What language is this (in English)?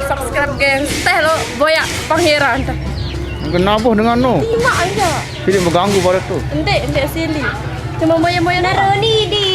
Sasak